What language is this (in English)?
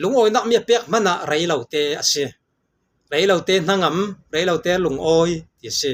Falam Chin